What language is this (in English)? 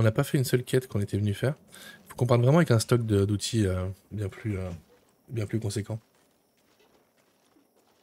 French